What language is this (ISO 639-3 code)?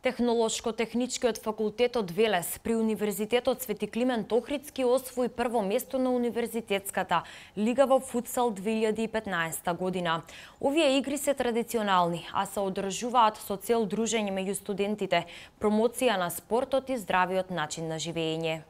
mkd